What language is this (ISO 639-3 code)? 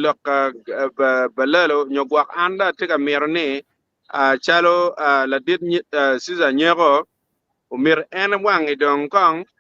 ach